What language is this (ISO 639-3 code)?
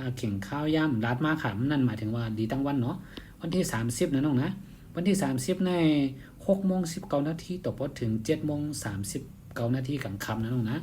shn